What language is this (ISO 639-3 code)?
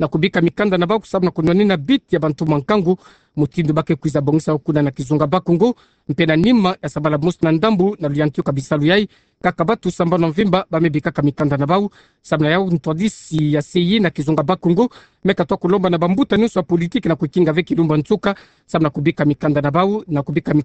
ktu